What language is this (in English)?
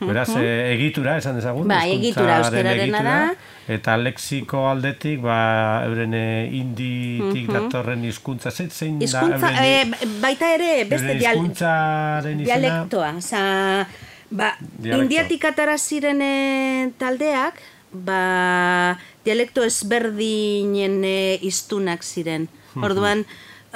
Basque